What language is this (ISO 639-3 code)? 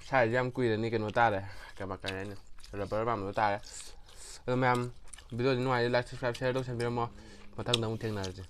mni